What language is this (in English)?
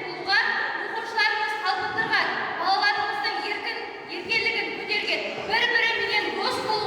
Kara-Kalpak